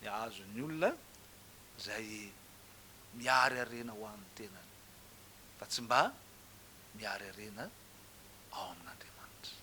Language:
Malagasy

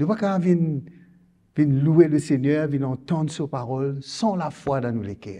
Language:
Morisyen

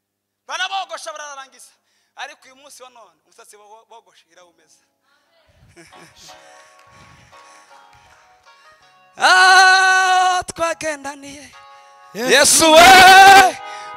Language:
Kinyarwanda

